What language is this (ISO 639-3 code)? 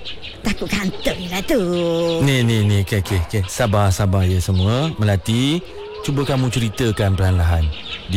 msa